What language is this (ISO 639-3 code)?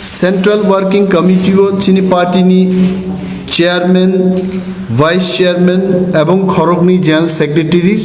trp